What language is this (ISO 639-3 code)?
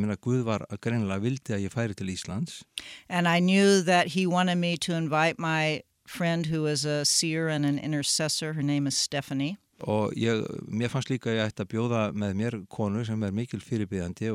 isl